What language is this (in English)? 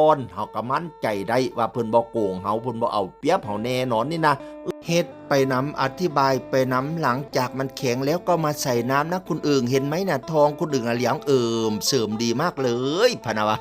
Northeastern Thai